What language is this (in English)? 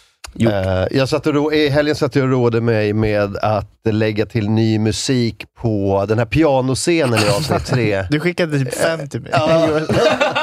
Swedish